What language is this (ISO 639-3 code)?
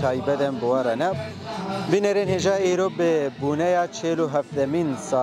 kur